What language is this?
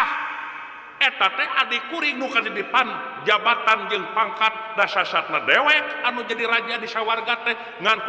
Sundanese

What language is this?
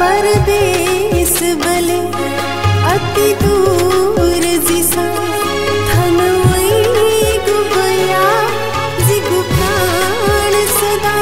Newari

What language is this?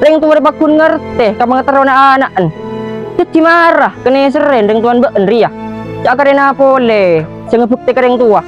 Madurese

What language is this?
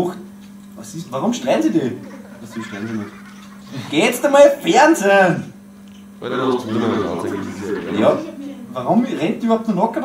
Bavarian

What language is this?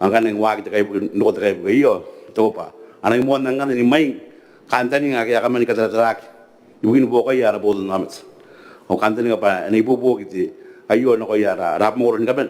Gilbertese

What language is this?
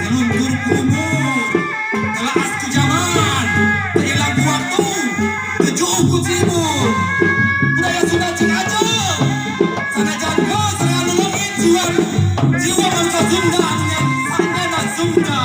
Sundanese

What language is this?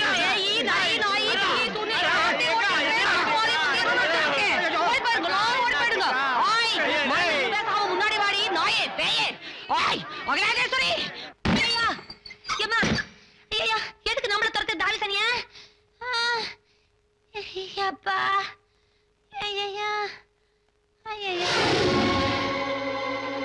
Tamil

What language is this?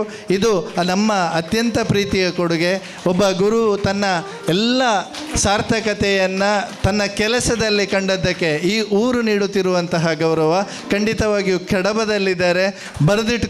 Kannada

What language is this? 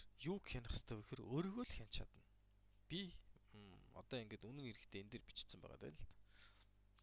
Mongolian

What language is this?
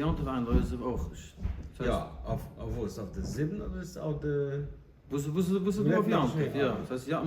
Yiddish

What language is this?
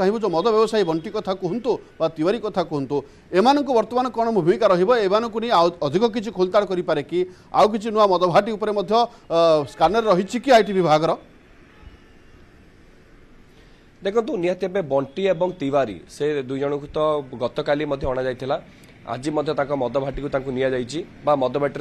Odia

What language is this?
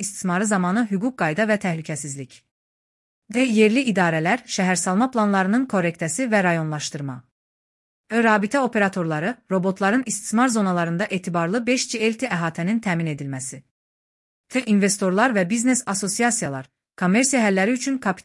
Azerbaijani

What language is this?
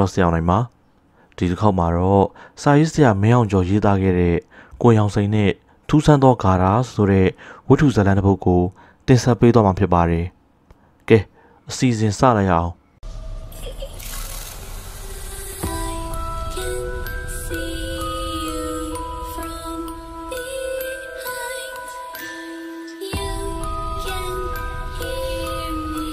Burmese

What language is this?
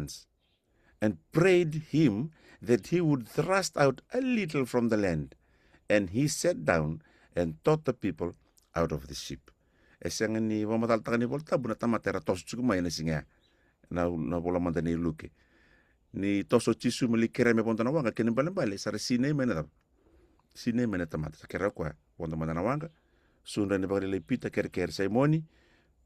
Fijian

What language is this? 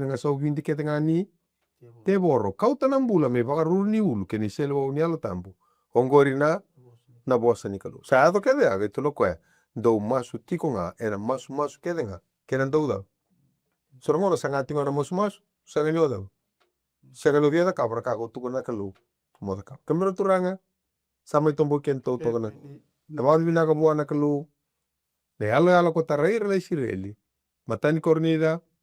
Fijian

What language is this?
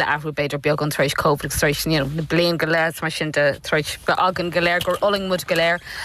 Irish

